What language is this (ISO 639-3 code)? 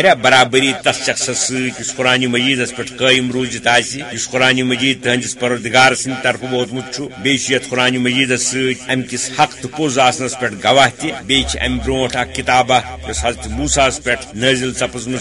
kas